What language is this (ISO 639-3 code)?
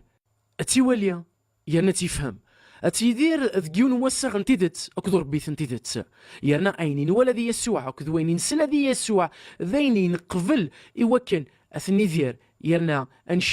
kab